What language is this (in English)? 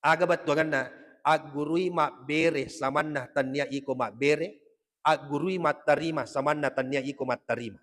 Buginese